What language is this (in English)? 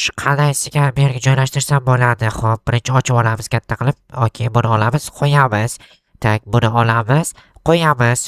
Uzbek